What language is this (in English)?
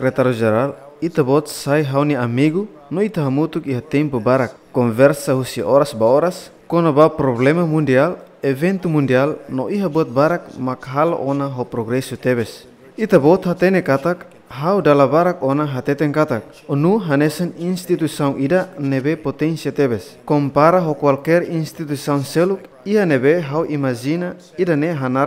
Tetum